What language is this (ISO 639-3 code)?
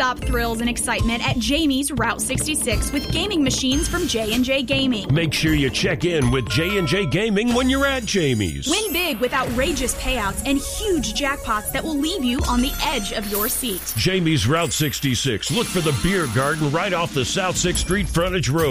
eng